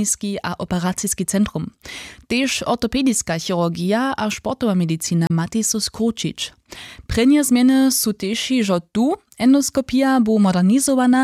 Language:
Upper Sorbian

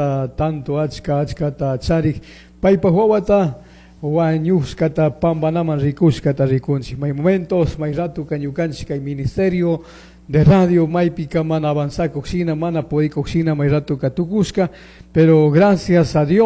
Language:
Chimborazo Highland Quichua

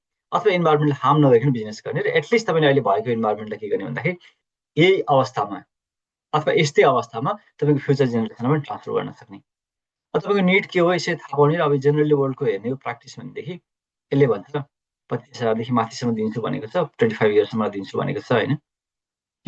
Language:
Nepali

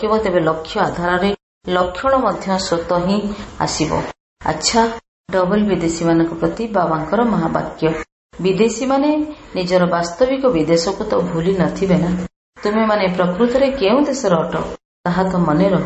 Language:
Odia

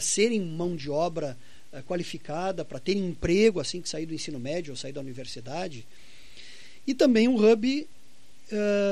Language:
Portuguese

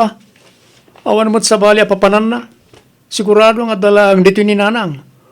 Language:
Iloko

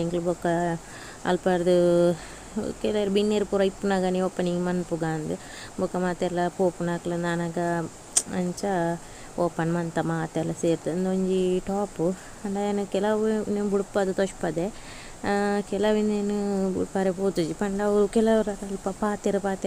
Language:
Tulu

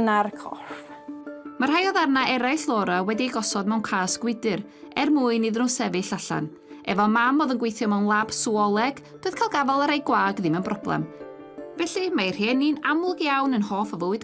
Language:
Welsh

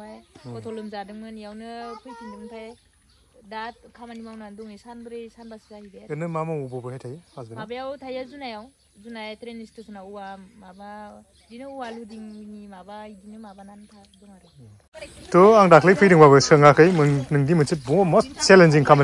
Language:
Bodo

